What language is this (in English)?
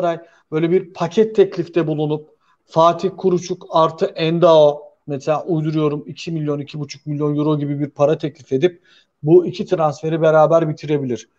Turkish